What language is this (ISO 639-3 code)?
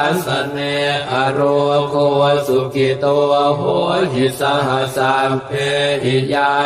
pli